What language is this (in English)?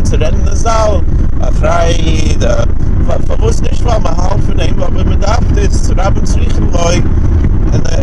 Yiddish